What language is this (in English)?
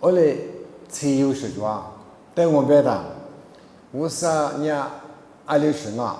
Lisu